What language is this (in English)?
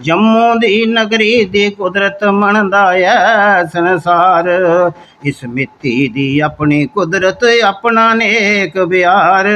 Dogri